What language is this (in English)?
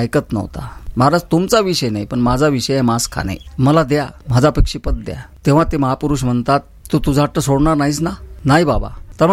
Marathi